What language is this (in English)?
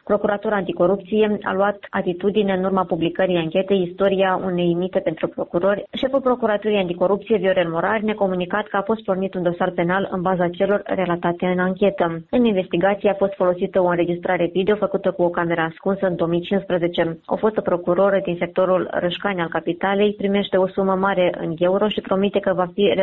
Romanian